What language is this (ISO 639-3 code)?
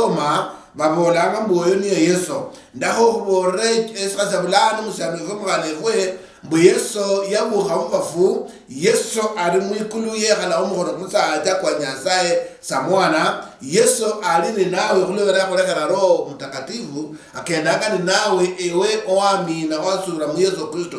luy